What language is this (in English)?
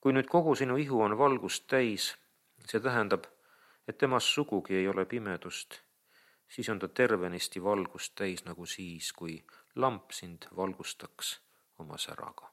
Estonian